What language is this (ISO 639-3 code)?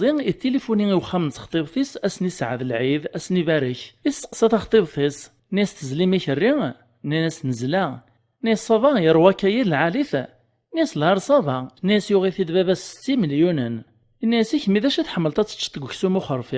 kab